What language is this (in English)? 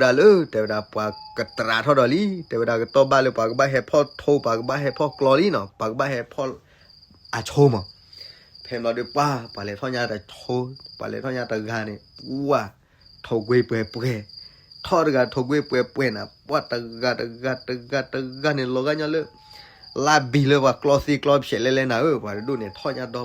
S'gaw Karen